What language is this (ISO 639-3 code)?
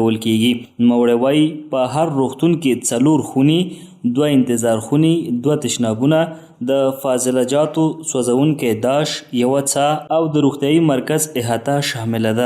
pus